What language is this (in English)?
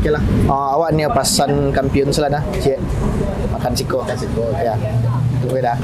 Minangkabau